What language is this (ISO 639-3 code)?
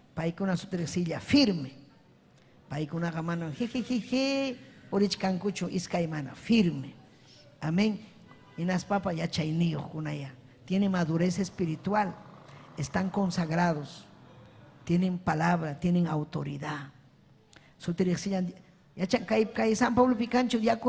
quy